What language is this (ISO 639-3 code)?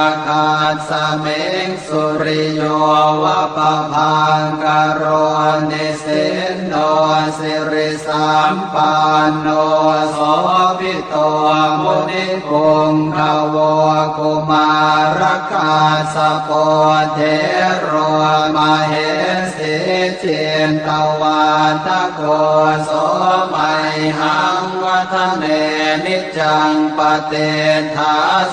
pli